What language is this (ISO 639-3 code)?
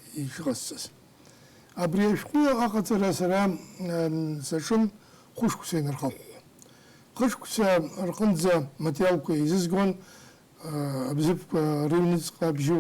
abk